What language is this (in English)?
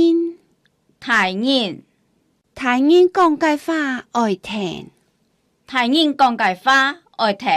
Hakka Chinese